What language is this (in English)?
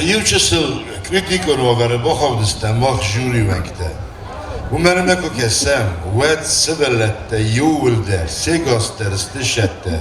Ossetic